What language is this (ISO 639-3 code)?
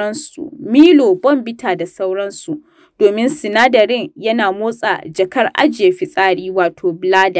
hau